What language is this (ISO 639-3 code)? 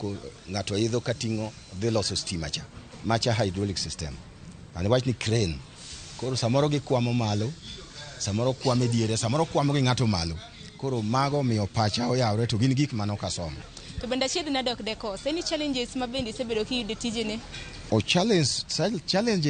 luo